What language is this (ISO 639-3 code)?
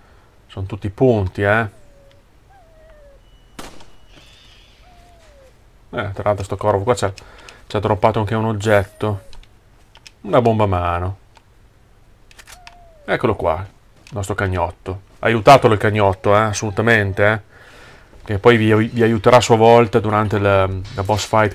ita